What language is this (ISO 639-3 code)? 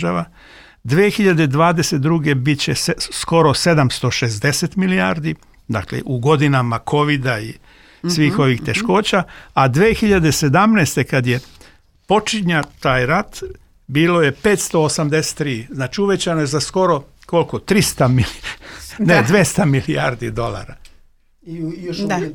srp